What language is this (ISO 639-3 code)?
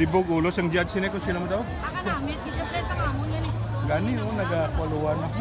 hil